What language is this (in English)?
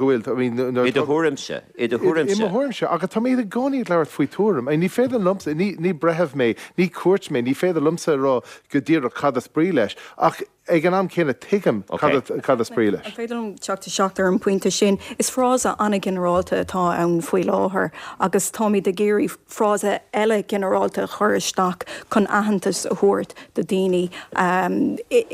Irish